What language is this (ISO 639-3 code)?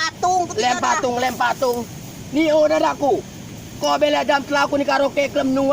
rej